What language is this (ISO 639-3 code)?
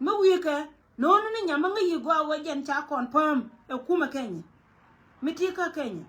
nus